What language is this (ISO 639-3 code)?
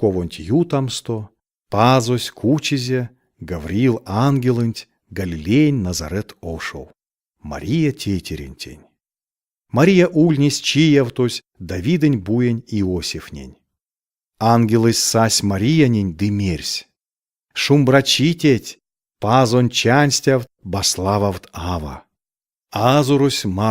myv